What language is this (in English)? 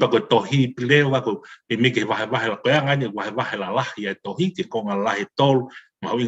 Tongan